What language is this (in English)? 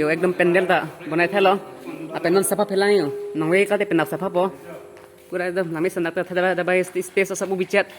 Karbi